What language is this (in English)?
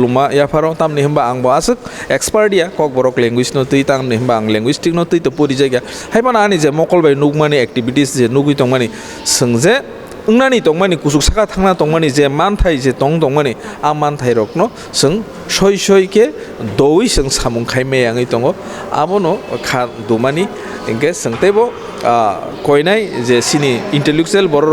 Kok Borok